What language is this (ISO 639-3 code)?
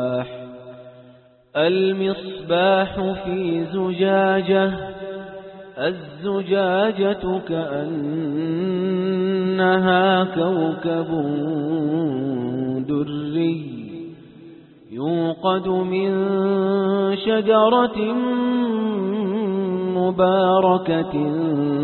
ara